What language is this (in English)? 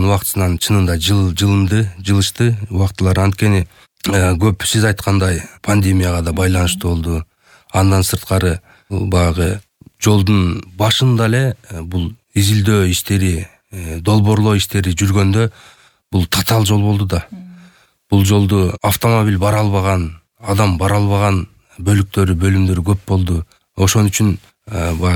Kyrgyz